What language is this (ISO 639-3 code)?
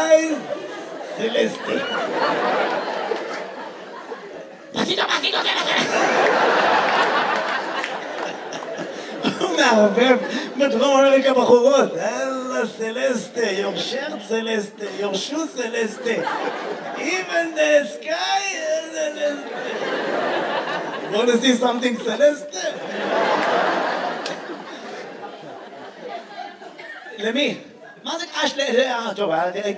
heb